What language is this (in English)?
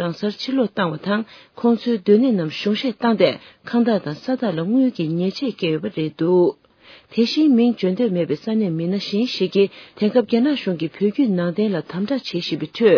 Tibetan